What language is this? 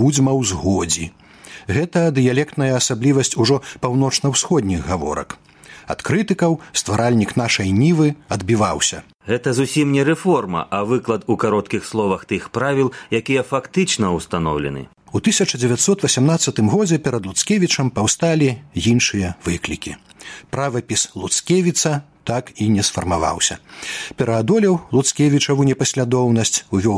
Belarusian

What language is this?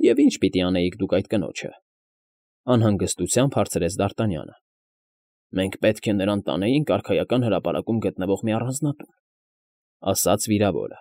Armenian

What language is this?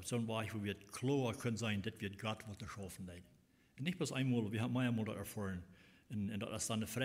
Plautdietsch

